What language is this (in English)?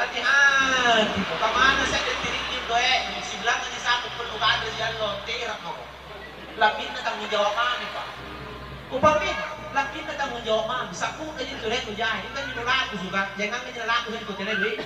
Makasar